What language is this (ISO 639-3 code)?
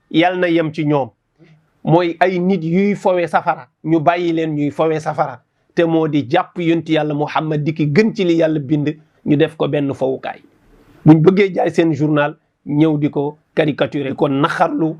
wol